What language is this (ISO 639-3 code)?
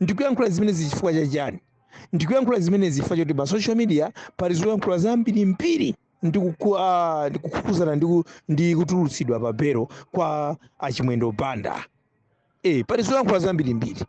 nya